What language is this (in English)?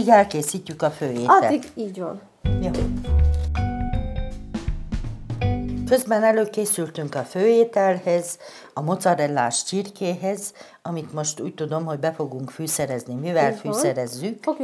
Hungarian